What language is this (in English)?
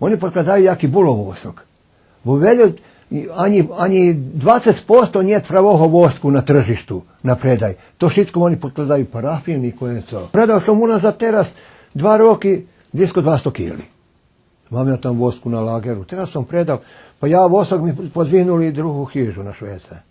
Rusyn